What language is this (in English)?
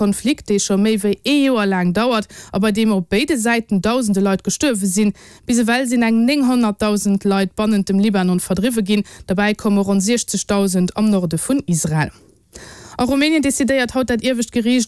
Luxembourgish